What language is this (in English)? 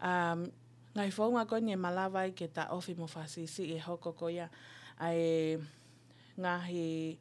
Tongan